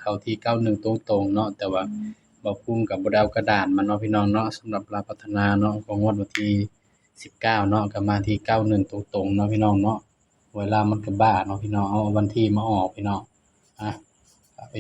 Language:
Northeastern Thai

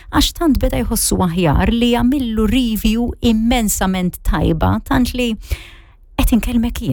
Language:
Maltese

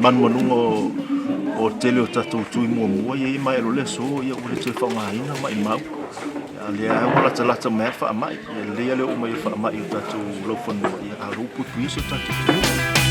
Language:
Samoan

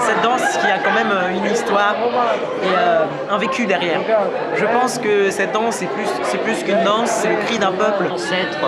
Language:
Breton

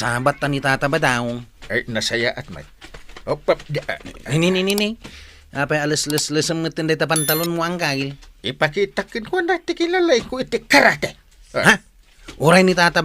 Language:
Iloko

